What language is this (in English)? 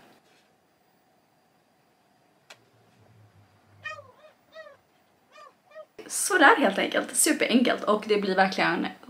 Swedish